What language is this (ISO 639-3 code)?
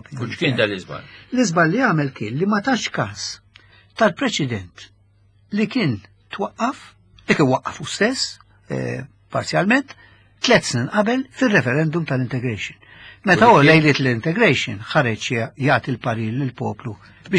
mlt